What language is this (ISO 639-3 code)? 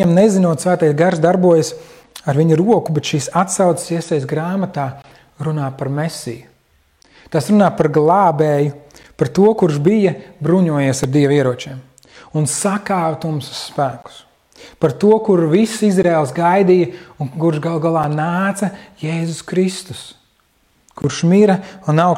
lav